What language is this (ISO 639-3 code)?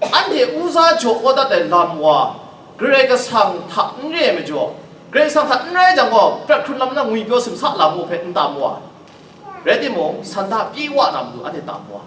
kac